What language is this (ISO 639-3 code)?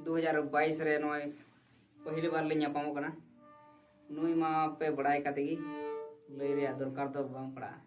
sat